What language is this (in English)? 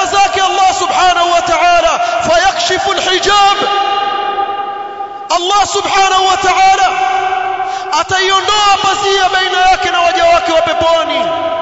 Swahili